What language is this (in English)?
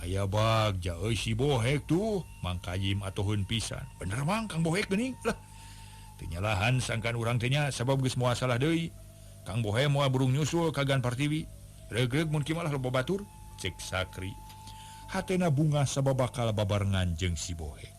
Sundanese